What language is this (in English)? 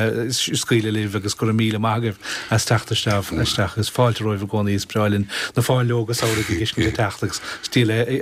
Irish